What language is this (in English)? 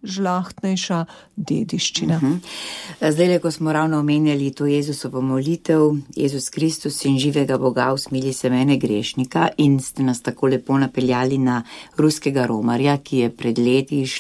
Slovenian